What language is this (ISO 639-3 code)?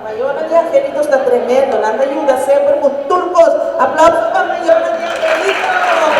pap